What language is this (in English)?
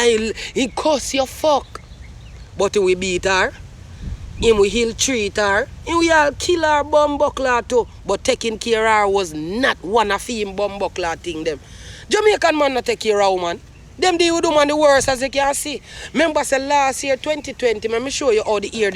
Jamaican Creole English